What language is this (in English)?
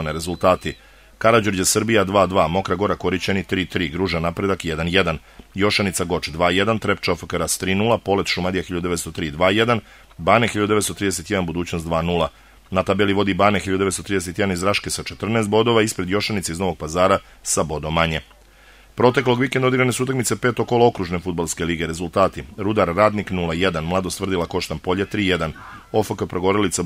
Serbian